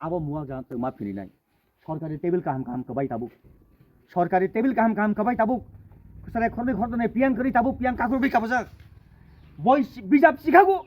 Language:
Kok Borok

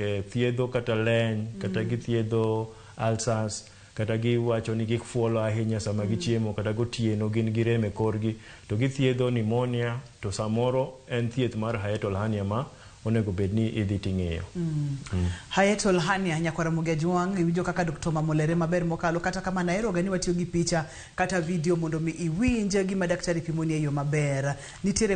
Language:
Luo (Kenya and Tanzania)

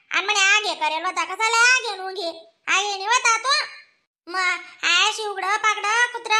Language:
Khandesi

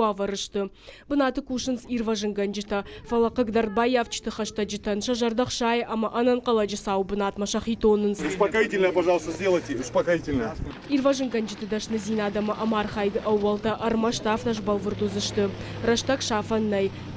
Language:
Ossetic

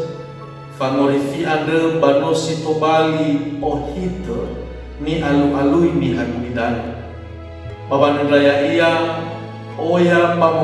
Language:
Nias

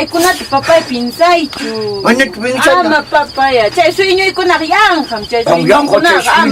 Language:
Quechua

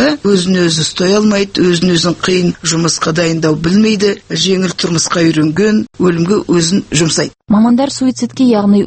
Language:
Kazakh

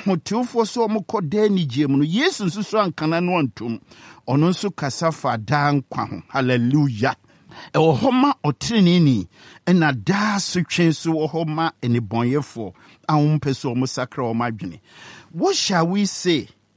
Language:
Akan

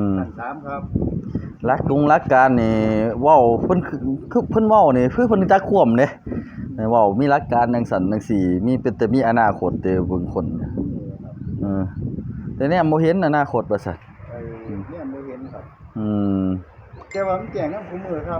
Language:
Northeastern Thai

